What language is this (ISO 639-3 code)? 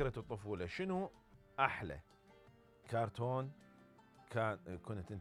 acm